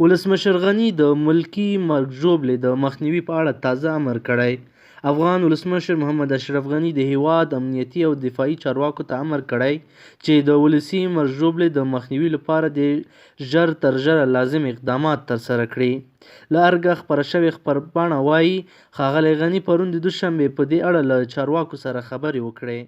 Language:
Pashto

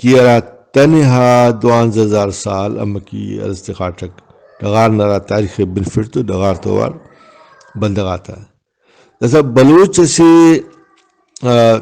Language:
Brahui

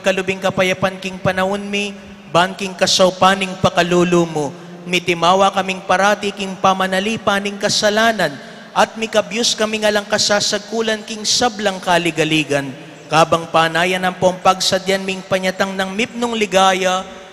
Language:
Pampanga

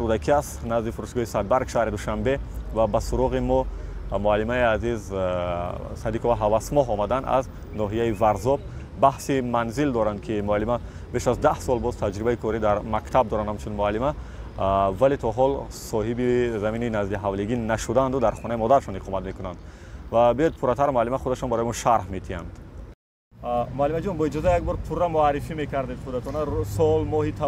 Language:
Tajik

